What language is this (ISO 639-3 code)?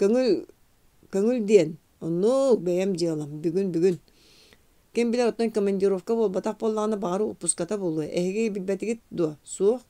sah